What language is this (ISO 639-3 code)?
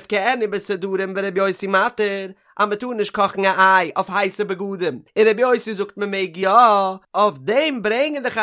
yid